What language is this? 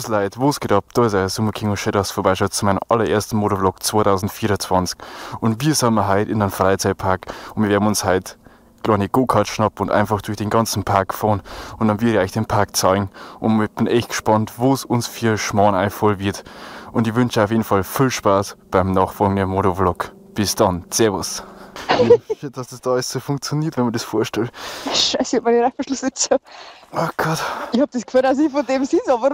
Bavarian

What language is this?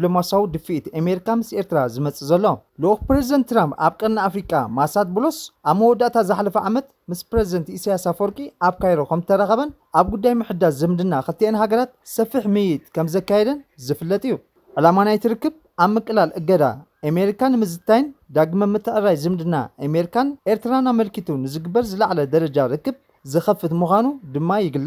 Tigrinya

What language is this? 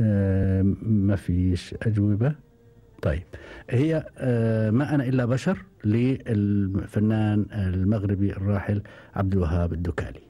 Gulf Arabic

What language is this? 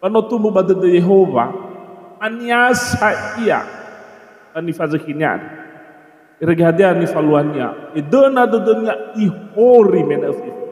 Nias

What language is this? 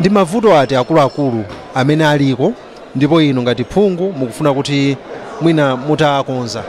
Nyanja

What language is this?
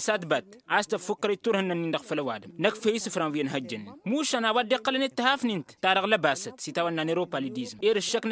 Tamasheq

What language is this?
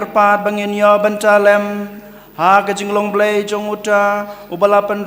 Khasi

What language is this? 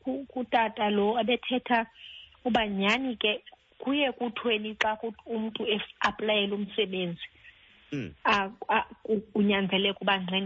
Xhosa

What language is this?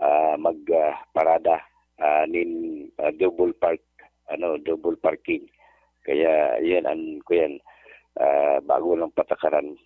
Bikol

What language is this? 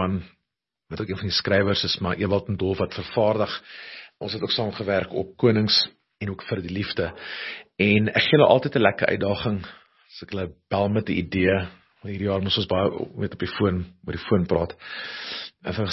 Afrikaans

